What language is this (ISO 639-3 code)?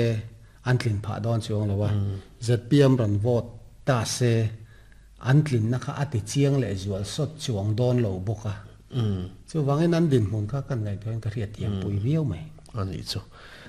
lus